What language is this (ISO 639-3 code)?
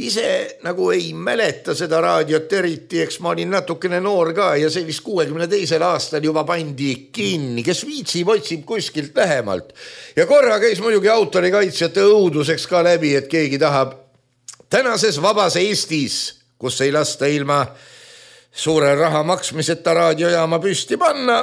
est